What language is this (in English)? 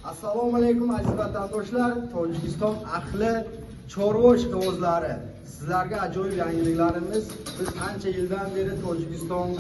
Uzbek